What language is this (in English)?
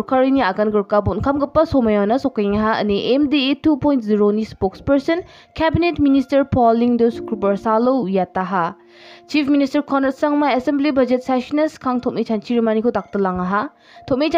Garo